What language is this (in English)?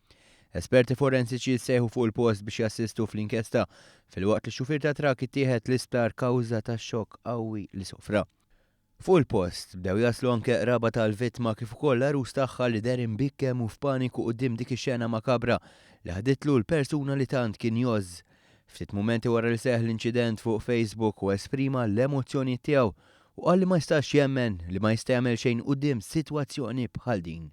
Maltese